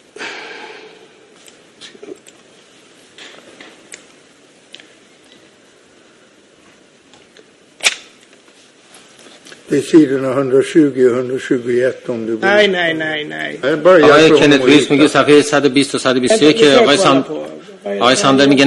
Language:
Swedish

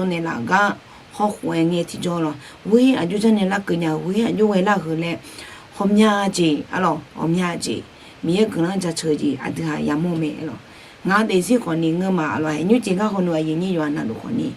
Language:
Akha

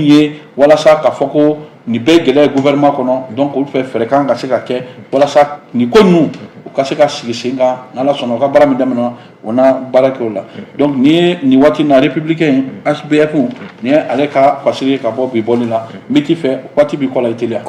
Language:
Bambara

